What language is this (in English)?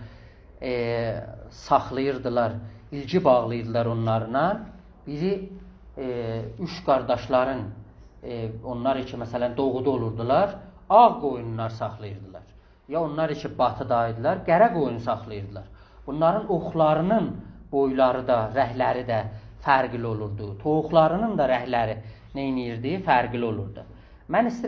South Azerbaijani